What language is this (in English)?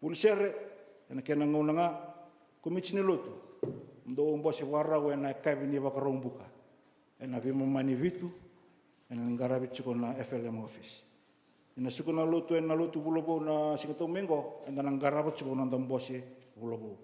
Fijian